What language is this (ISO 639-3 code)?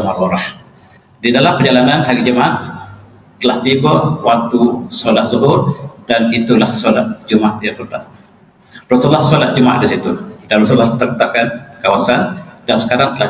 msa